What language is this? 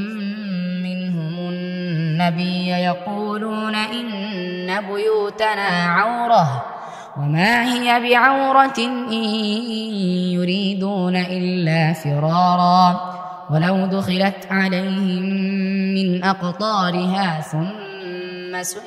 Arabic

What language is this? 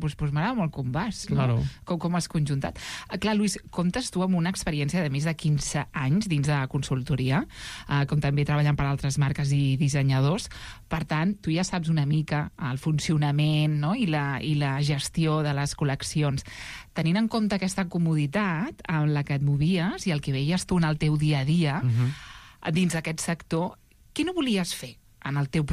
Catalan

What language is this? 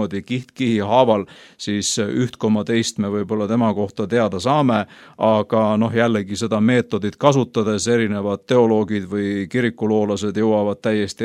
Estonian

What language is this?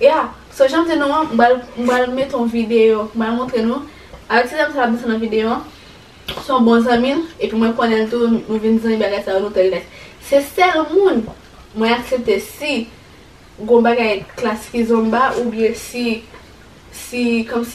Haitian Creole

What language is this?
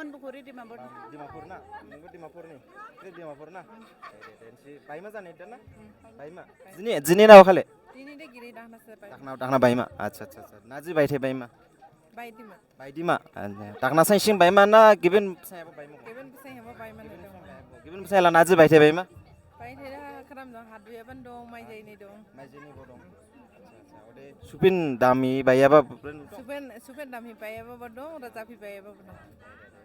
Dimasa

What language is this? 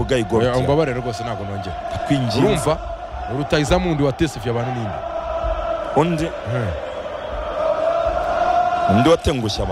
Kinyarwanda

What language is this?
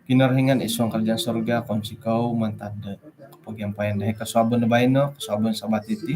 Central Dusun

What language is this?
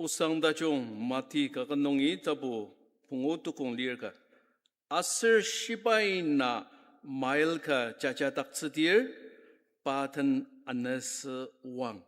Ao Naga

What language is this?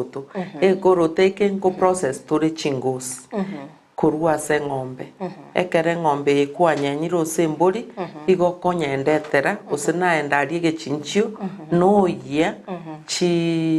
Gusii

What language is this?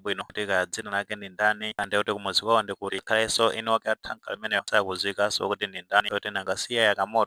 Nyanja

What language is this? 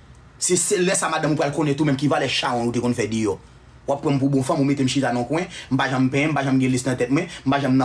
Haitian Creole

